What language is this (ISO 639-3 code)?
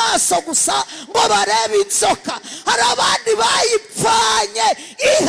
kin